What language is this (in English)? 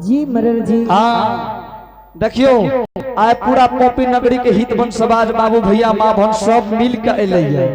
Angika